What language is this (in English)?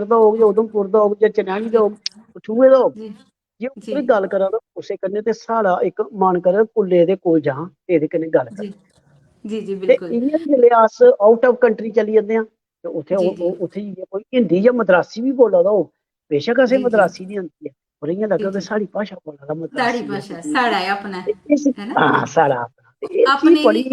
Dogri